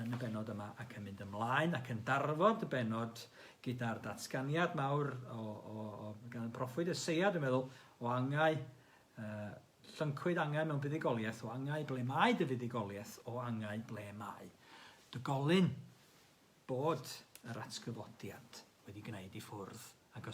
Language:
Welsh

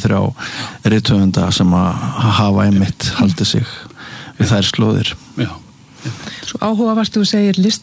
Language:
Icelandic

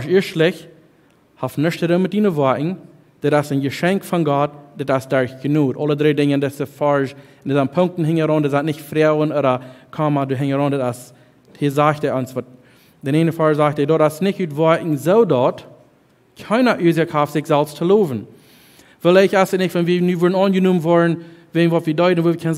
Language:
Plautdietsch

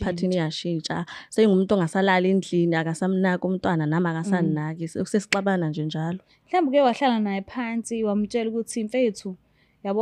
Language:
Zulu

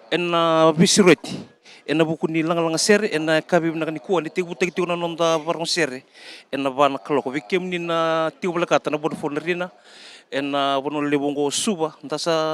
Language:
Fijian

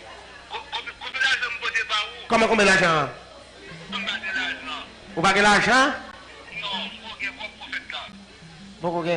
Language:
Haitian Creole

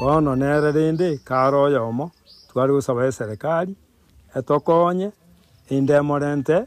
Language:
Gusii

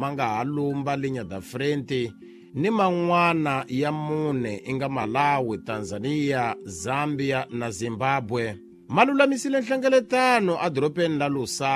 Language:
Tsonga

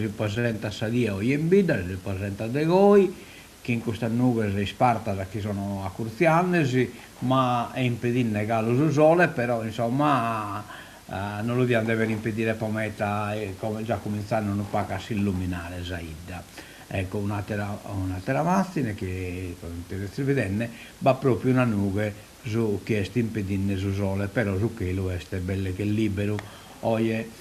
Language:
Sardinian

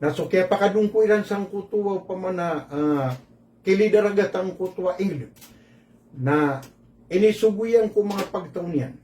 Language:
Maranao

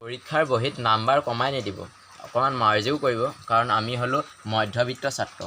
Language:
Assamese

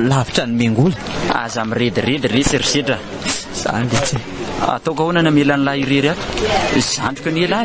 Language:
Malagasy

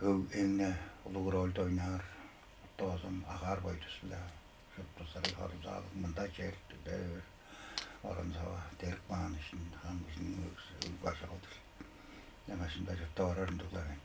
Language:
Tuvinian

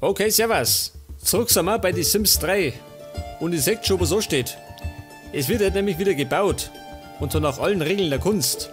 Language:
Bavarian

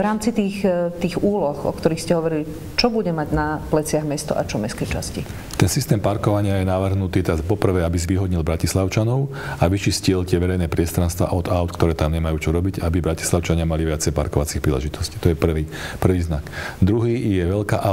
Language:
Slovak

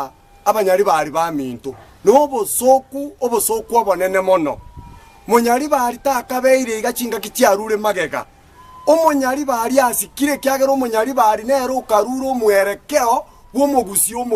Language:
Gusii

